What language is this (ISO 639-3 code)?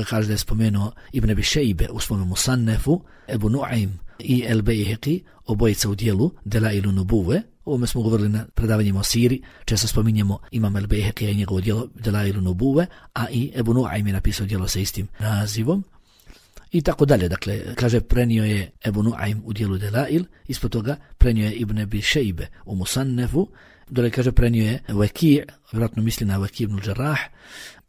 bos